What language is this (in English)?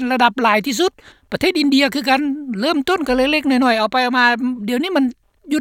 Lao